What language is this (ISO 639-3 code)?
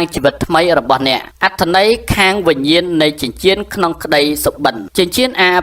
khm